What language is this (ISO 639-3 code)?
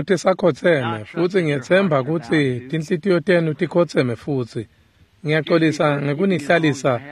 ssw